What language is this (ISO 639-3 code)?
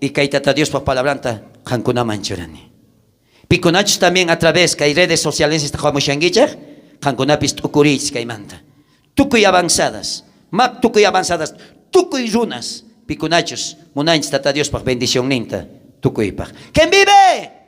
quh